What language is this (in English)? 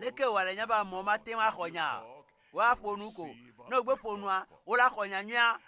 Ewe